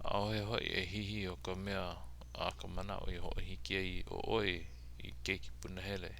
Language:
Hawaiian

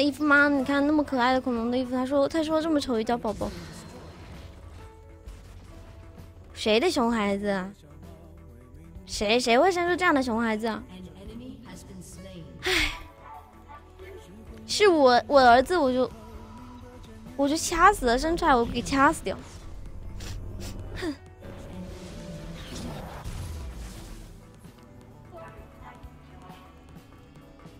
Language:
Chinese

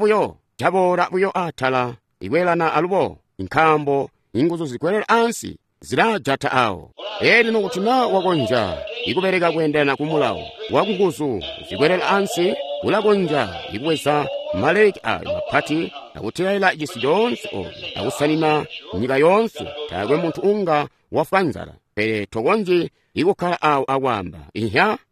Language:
Tonga (Zambia)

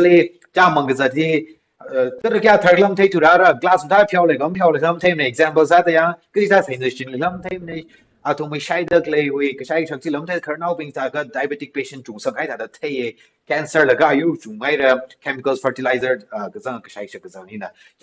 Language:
Tangkhul Naga (India)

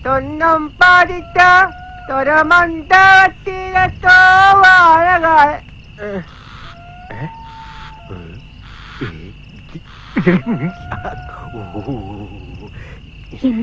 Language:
Malayalam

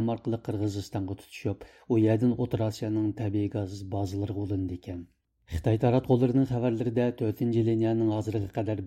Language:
Uyghur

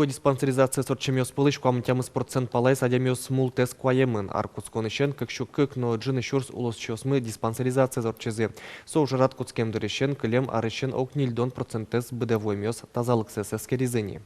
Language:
Udmurt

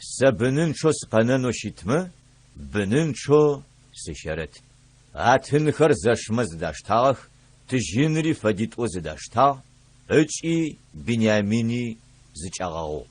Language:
Adyghe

